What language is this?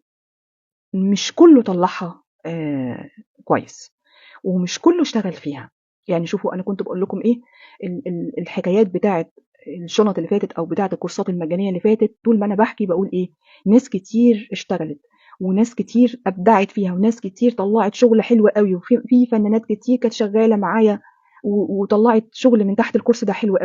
Egyptian Arabic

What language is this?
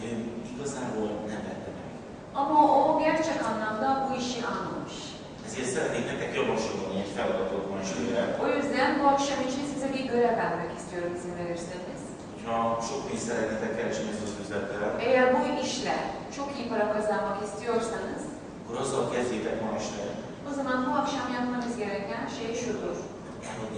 Hungarian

